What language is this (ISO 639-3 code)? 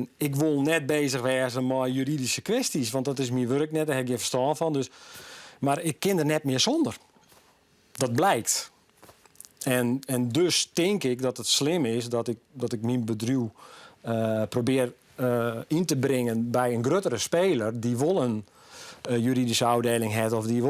fry